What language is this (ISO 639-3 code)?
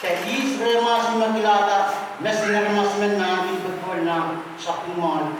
pon